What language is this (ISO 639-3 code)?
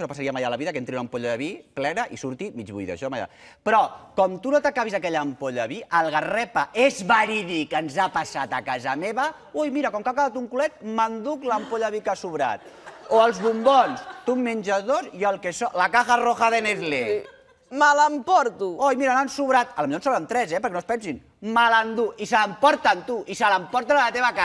cat